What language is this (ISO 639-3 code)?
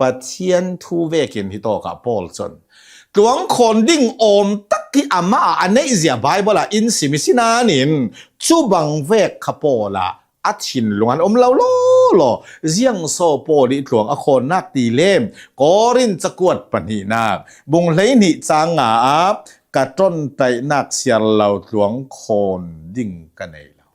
cnh